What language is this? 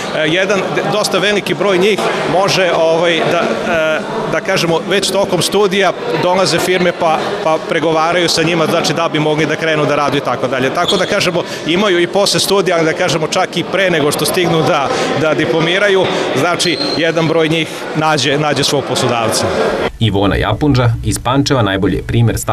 Serbian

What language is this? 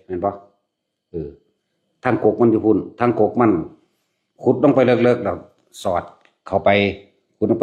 Lao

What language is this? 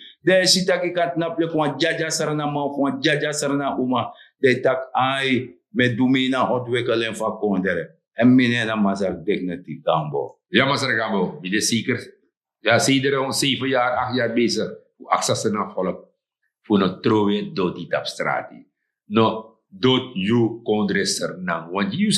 Sranan Tongo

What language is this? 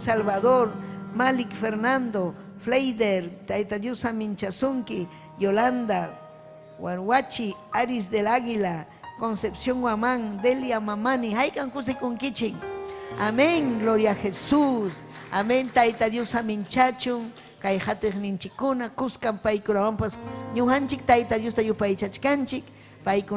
Ayacucho Quechua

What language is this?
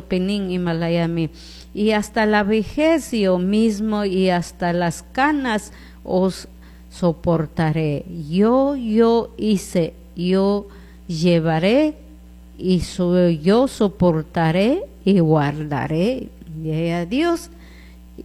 Chimborazo Highland Quichua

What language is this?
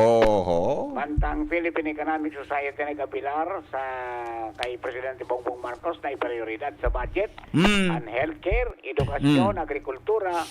Bikol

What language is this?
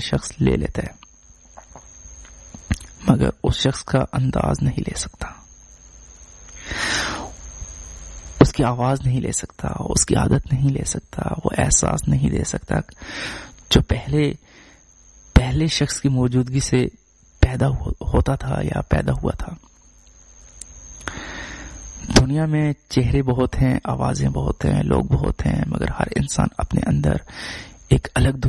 Urdu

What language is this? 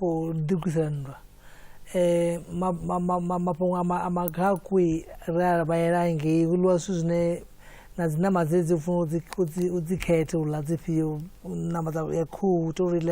Venda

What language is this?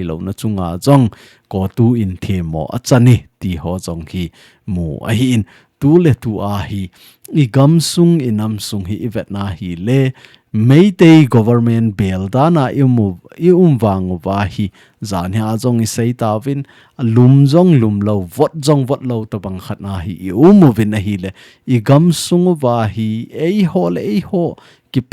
Thado Chin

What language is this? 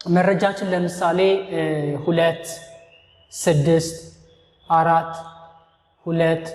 Amharic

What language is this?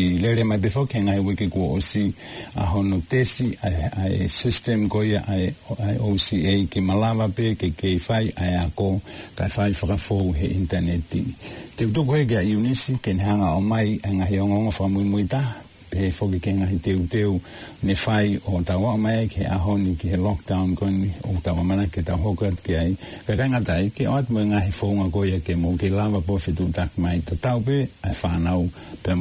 Tongan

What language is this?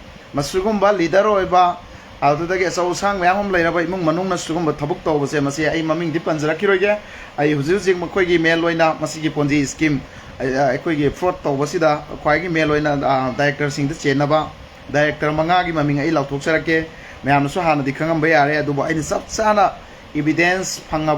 Manipuri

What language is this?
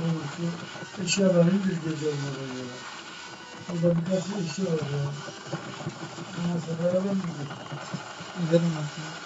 Turkish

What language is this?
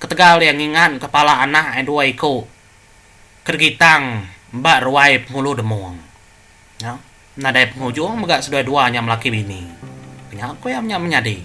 Iban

